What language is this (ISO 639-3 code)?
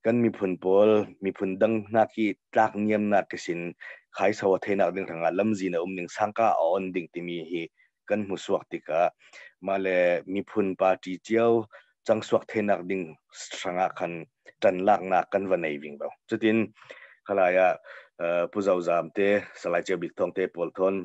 cnh